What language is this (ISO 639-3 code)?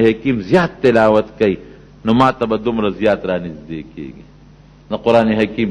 pus